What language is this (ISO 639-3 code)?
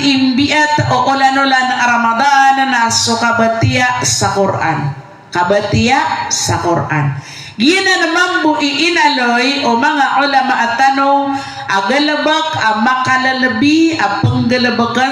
mrw